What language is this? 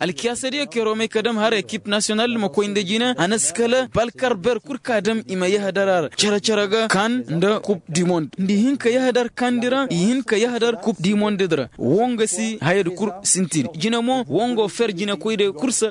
Koyraboro Senni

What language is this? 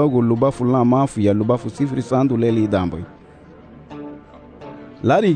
Garifuna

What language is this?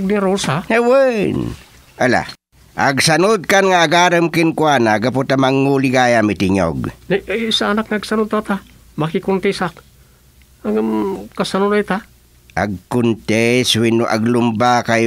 Iloko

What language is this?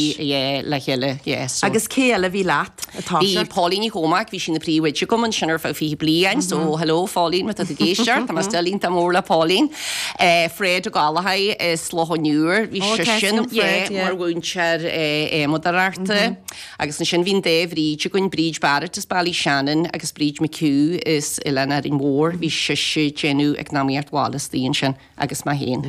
Irish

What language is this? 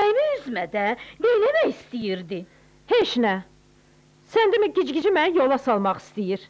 Azerbaijani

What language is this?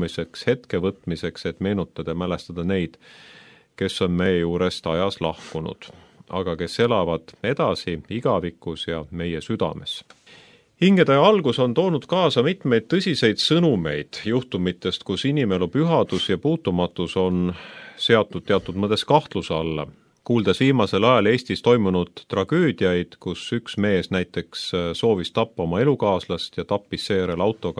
Estonian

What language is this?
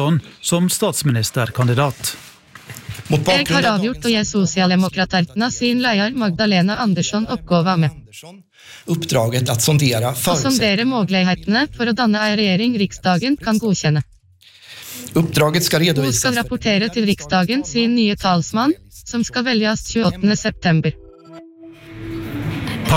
Norwegian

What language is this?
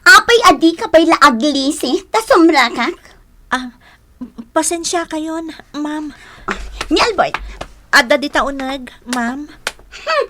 Iloko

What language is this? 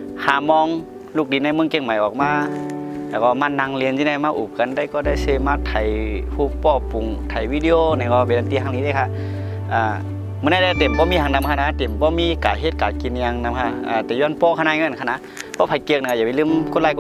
Shan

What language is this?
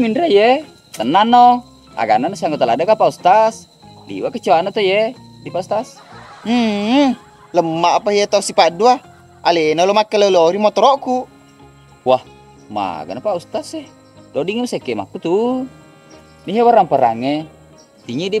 Buginese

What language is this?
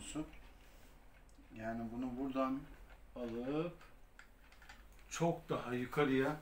Turkish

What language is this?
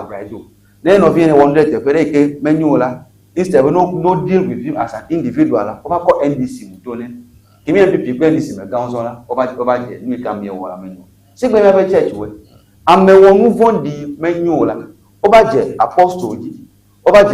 Ewe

